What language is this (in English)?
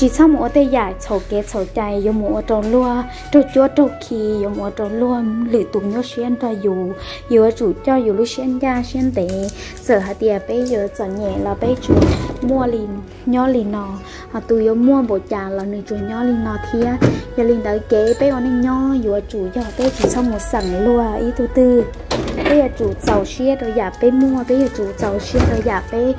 Hmong